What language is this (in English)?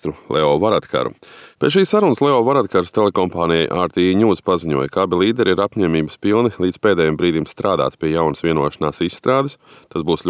Latvian